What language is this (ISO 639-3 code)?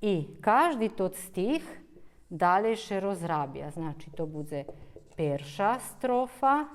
rue